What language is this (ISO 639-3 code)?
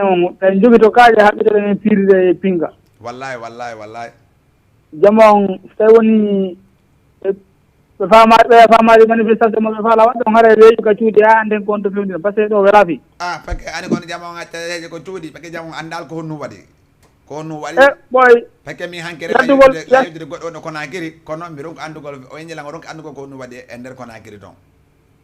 ful